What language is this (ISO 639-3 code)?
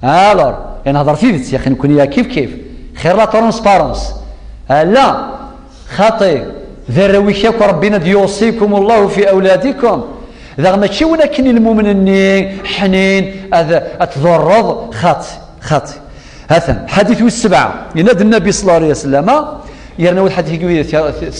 kab